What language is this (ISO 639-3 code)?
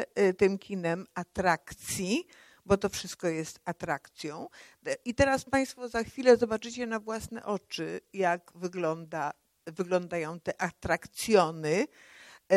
pol